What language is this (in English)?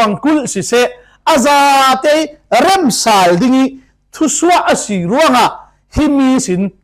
Falam Chin